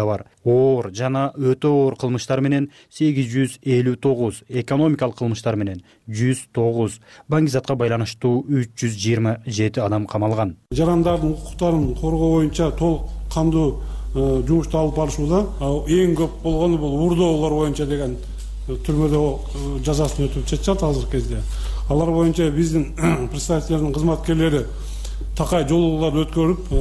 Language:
Kyrgyz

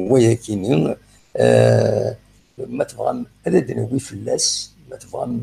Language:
Kabyle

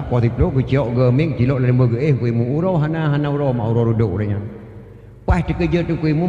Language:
Achinese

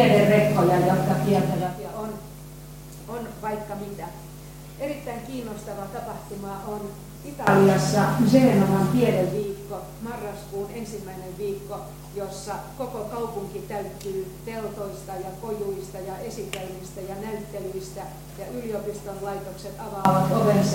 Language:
Finnish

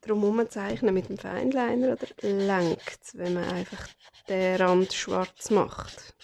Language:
Swiss German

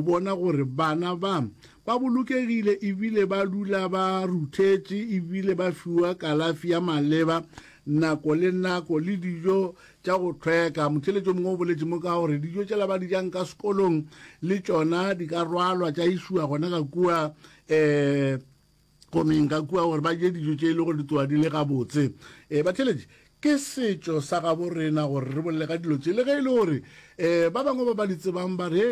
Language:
Northern Sotho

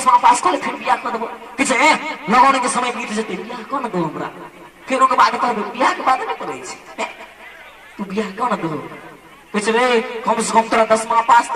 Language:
Maithili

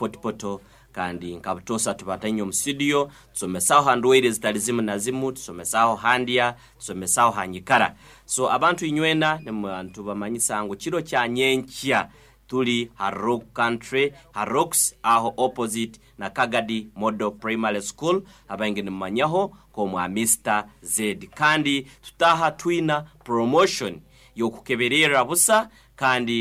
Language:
Nyoro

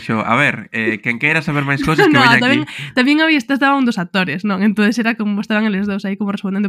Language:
Galician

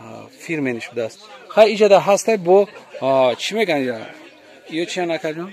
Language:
Tajik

